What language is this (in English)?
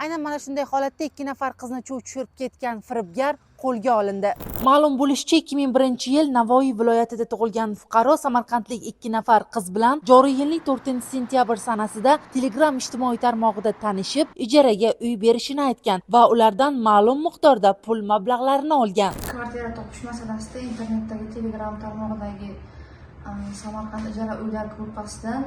Uzbek